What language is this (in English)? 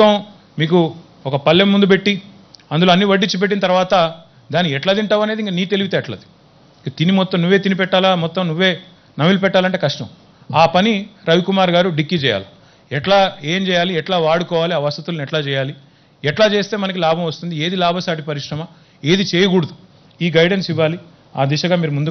Telugu